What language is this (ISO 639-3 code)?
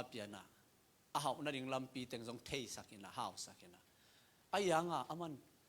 ctd